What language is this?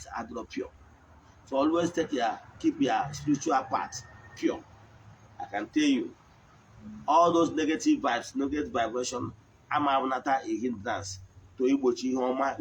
Igbo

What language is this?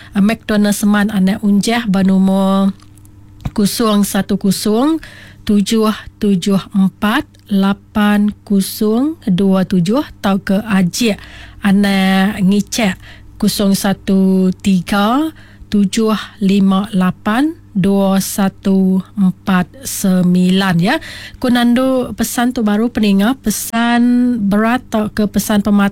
Iban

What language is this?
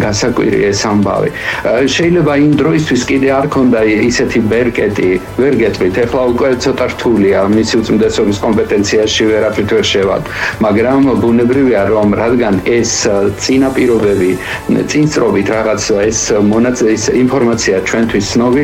Georgian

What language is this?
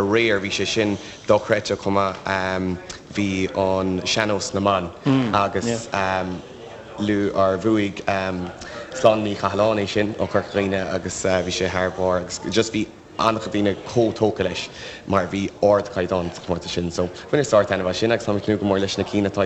Irish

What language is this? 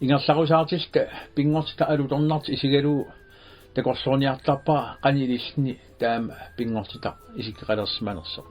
Kalaallisut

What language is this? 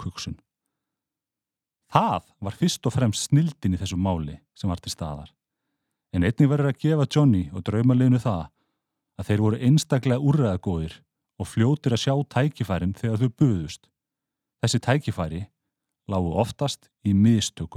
Icelandic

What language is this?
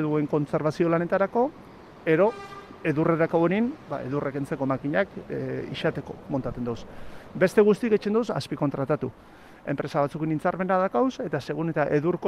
Basque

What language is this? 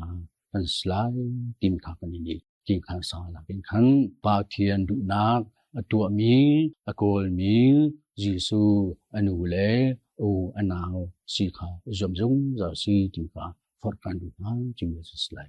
Hakha Chin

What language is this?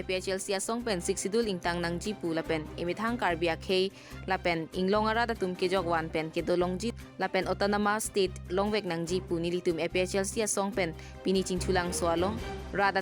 Karbi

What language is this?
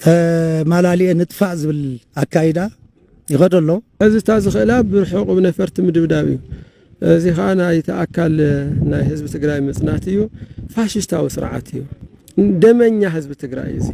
Tigrinya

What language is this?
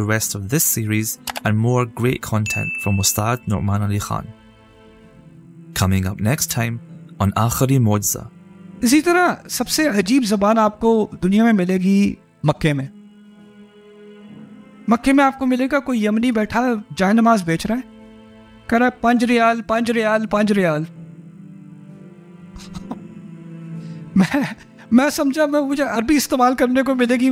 Urdu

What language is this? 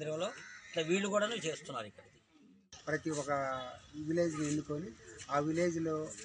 Telugu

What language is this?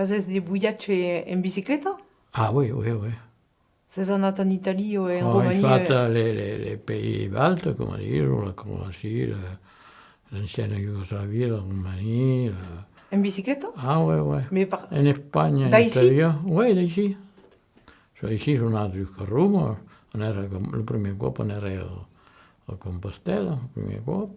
Occitan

